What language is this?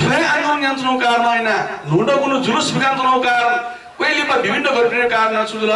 Newari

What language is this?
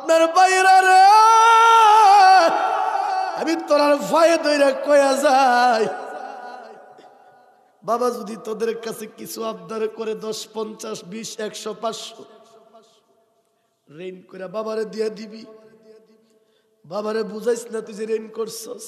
Bangla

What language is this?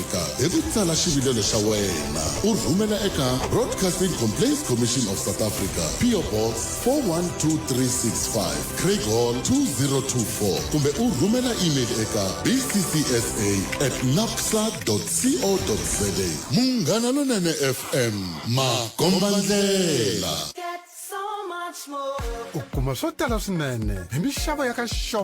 Tsonga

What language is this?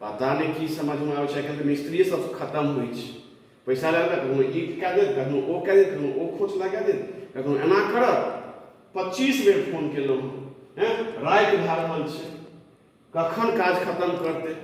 Maithili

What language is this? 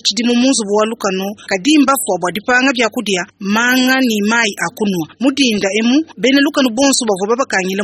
Luba-Lulua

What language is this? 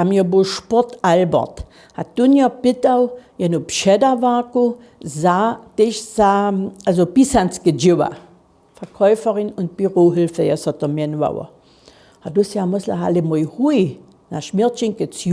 Upper Sorbian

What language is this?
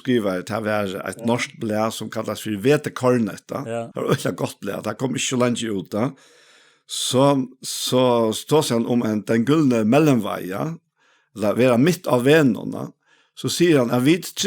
Faroese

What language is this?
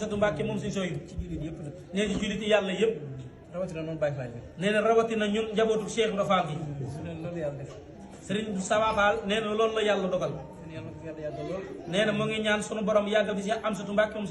Wolof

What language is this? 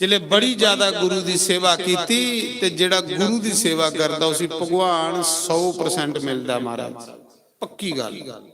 Dogri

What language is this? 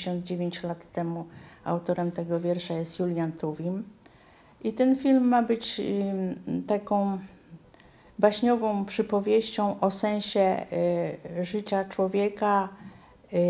Polish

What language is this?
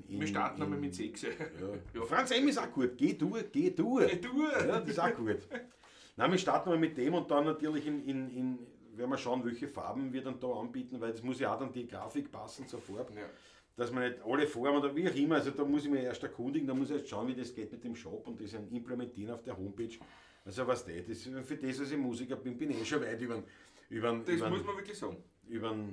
Bavarian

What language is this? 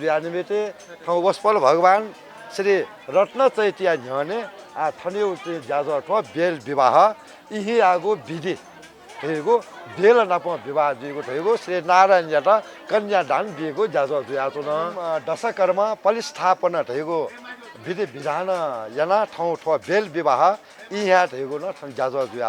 Newari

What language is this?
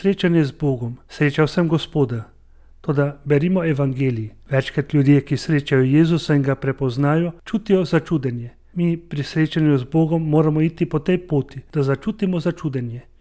Slovenian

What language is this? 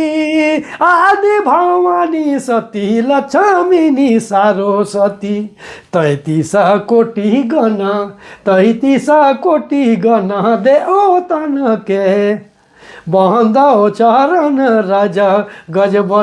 Sadri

